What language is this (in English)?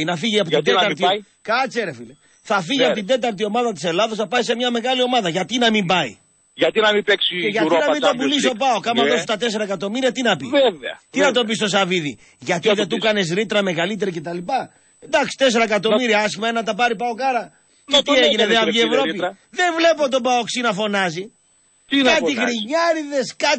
Greek